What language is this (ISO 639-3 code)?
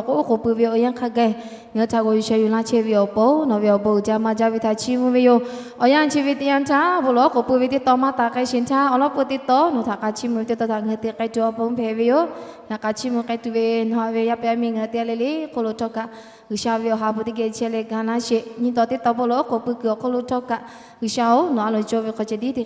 lhu